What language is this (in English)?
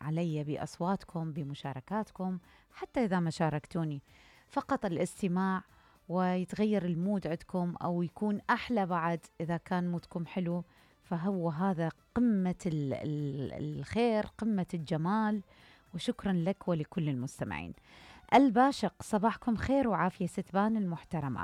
Mesopotamian Arabic